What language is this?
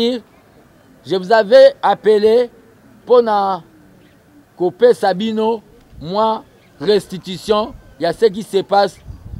Lingala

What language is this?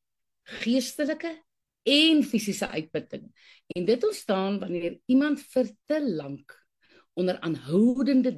Afrikaans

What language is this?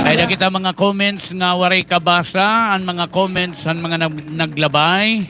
Waray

